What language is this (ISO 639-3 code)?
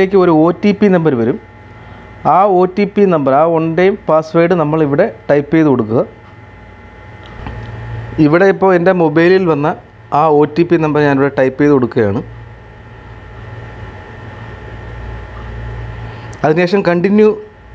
mal